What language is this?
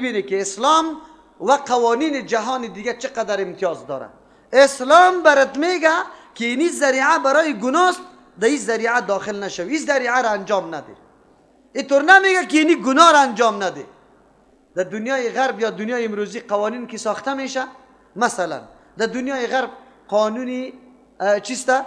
Persian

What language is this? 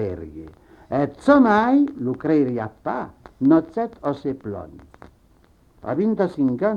Occitan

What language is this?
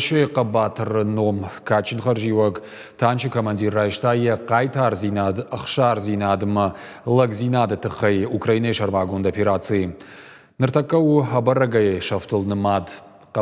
Ossetic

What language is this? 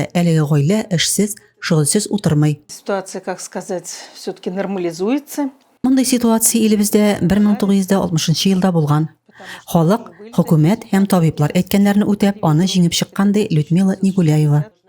Tatar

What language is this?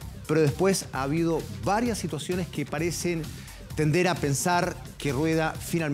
Spanish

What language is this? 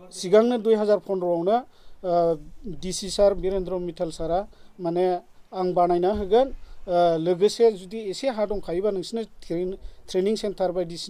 Bodo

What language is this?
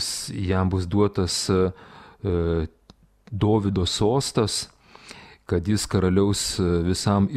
Lithuanian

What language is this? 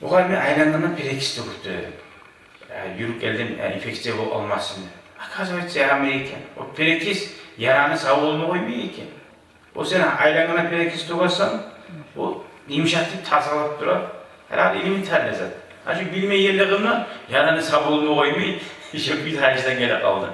Kumyk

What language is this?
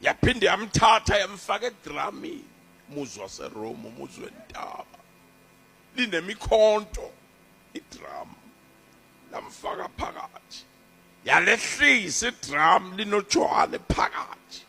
Zulu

